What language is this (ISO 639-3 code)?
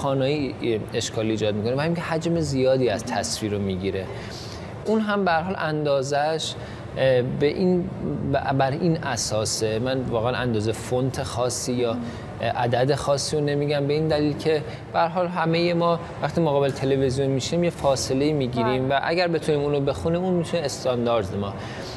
fas